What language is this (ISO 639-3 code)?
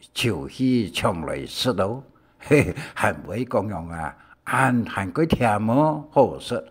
hak